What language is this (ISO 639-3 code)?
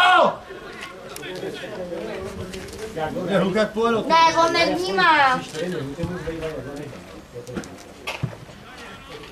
ces